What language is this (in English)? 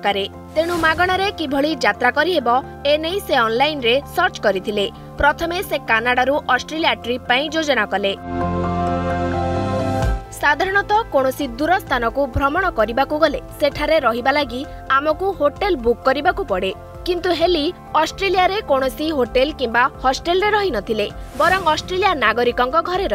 Odia